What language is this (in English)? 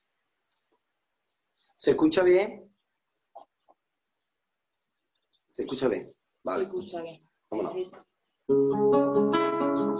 Spanish